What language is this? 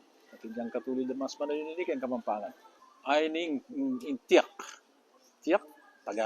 Pampanga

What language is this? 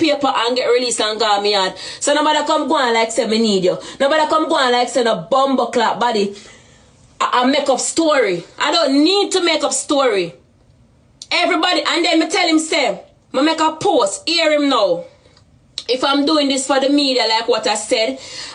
Jamaican Creole English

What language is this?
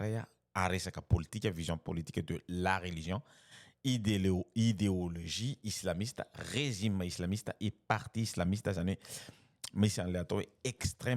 Malagasy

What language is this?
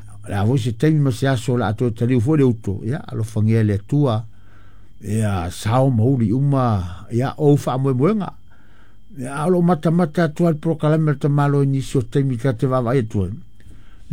Samoan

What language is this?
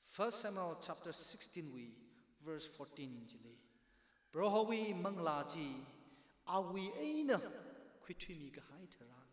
Tangkhul Naga (India)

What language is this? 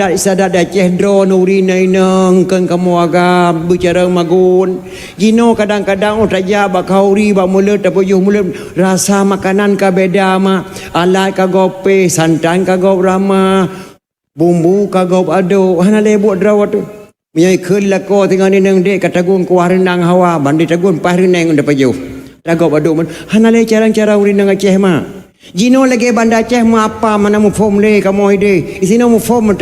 Achinese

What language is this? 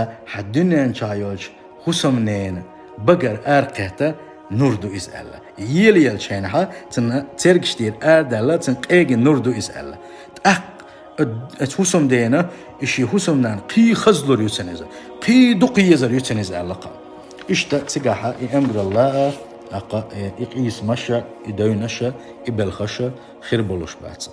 Chechen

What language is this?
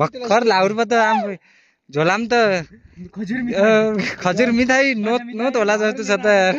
Nepali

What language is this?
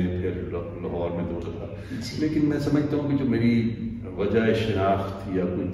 Urdu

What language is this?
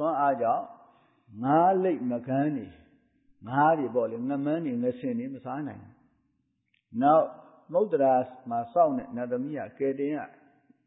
Burmese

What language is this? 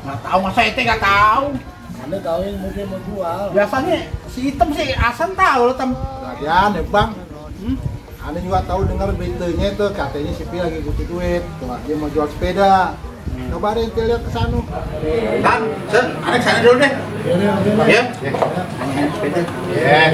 Betawi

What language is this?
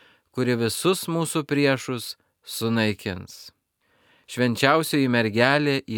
Lithuanian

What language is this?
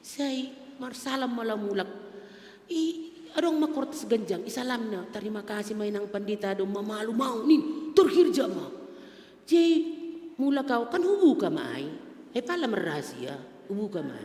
Batak Simalungun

